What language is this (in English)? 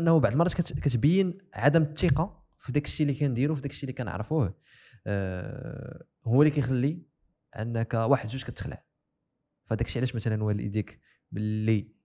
Moroccan Arabic